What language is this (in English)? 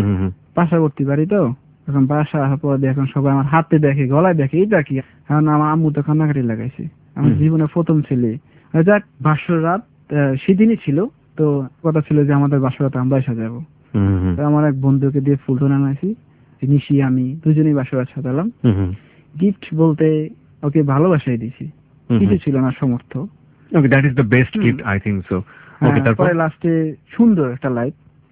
Bangla